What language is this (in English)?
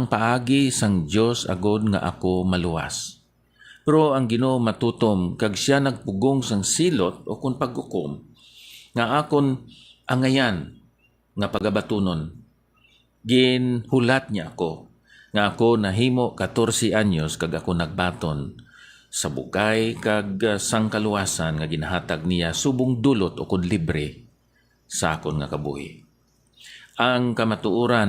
Hiligaynon